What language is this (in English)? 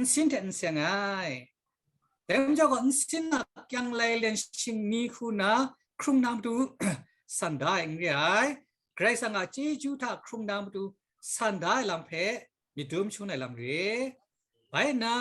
Kachin